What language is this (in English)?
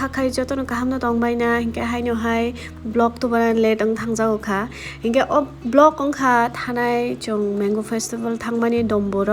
Kok Borok